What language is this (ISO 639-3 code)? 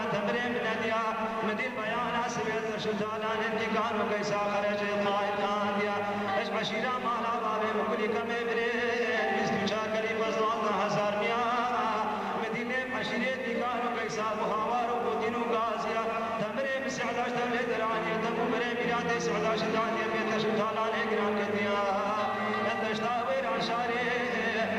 kur